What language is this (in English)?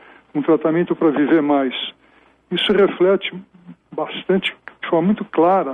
Portuguese